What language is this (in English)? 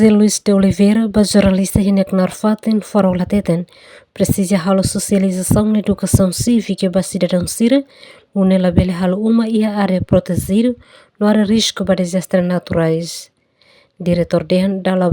Tetum